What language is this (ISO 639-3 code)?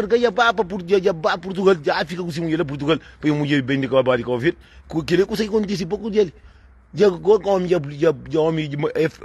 kea